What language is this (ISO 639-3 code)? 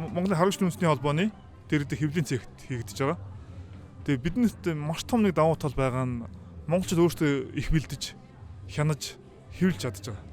mon